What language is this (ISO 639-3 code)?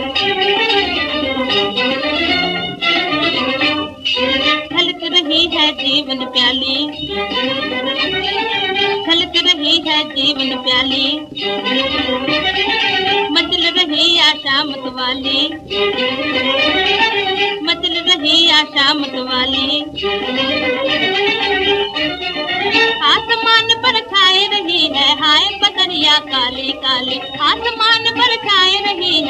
hin